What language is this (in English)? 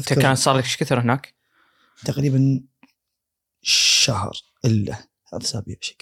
Gulf Arabic